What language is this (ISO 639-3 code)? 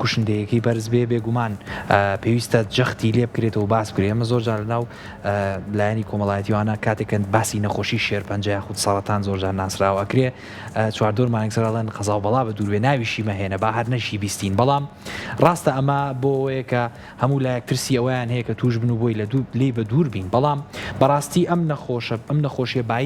ckb